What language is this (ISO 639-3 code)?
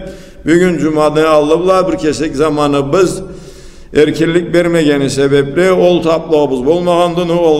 krc